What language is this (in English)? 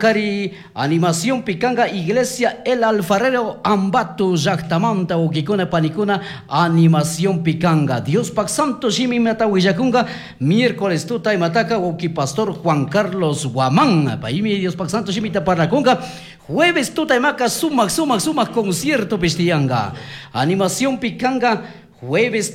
Chimborazo Highland Quichua